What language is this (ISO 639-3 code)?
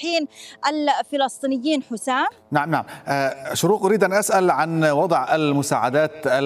ara